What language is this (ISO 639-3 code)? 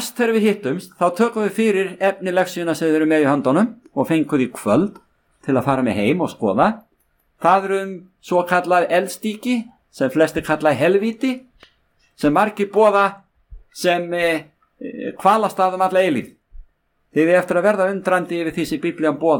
isl